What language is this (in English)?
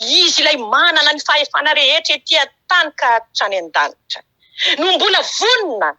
Malagasy